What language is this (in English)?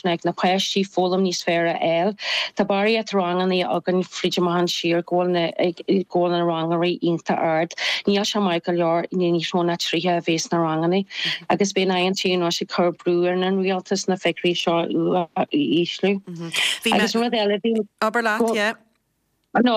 Irish